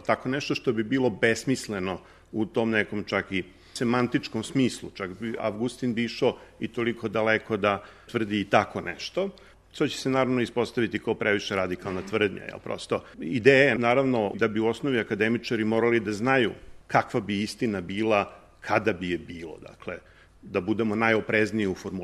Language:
Serbian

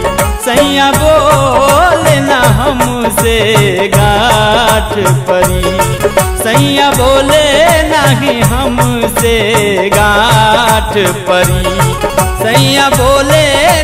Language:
Bhojpuri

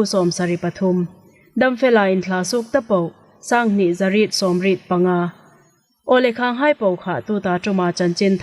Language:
Hmar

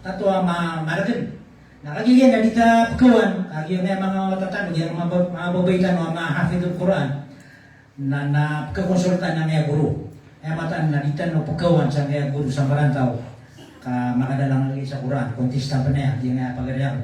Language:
Maranao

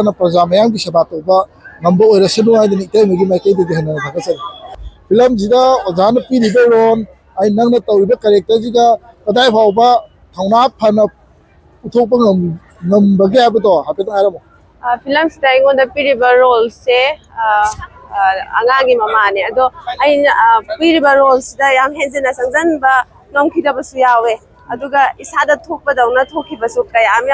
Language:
Manipuri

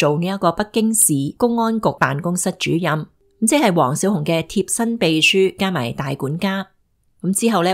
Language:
Cantonese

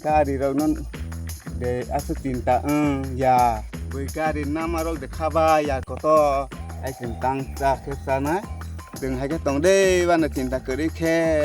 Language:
Kok Borok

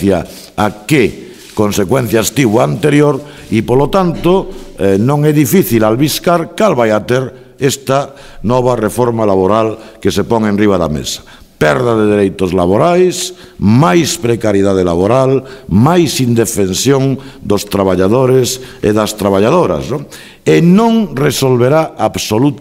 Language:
Galician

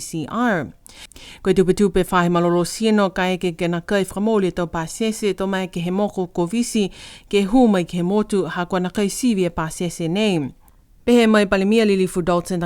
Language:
Niuean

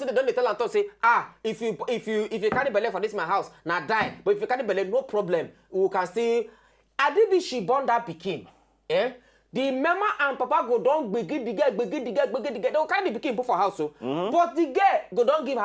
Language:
Nigerian Pidgin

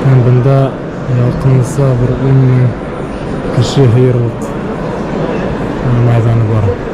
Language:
Bashkir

